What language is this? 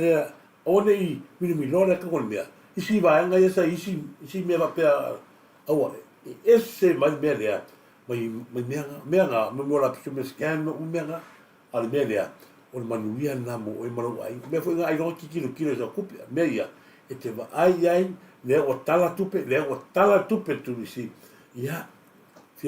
Samoan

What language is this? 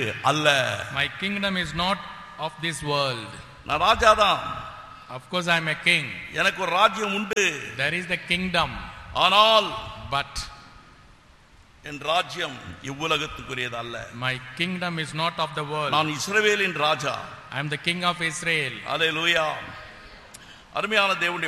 Tamil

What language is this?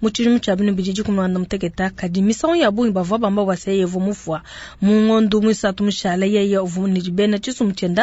Luba-Lulua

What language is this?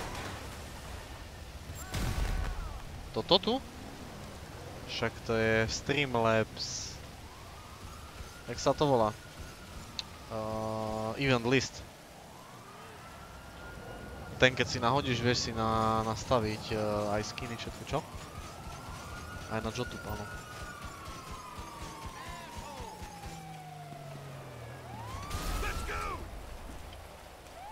Slovak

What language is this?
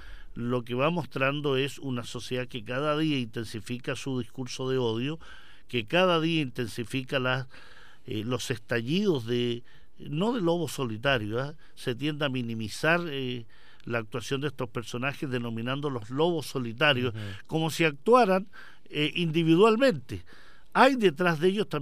Spanish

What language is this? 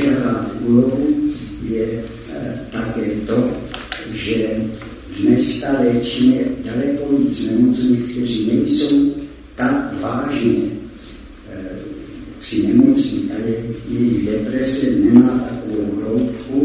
Czech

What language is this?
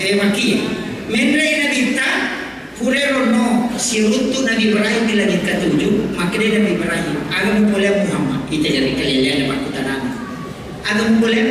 Buginese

